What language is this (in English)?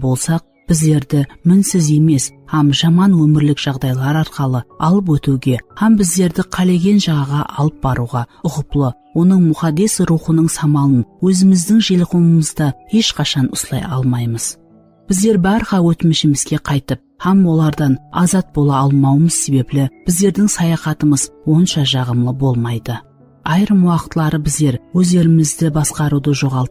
Kara-Kalpak